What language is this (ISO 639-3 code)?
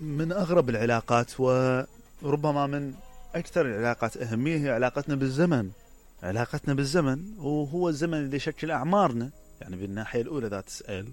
acm